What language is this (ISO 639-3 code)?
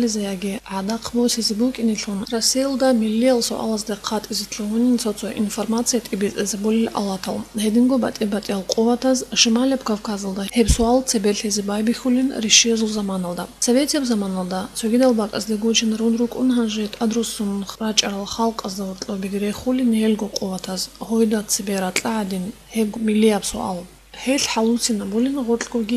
ava